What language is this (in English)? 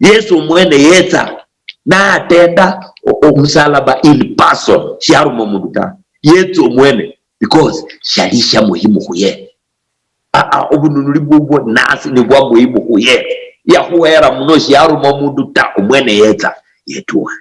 Luyia